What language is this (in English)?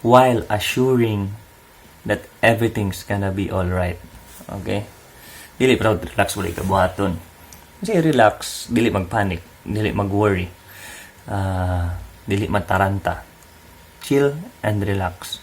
Cebuano